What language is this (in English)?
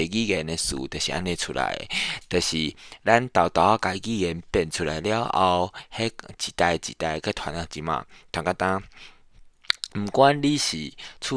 Min Nan Chinese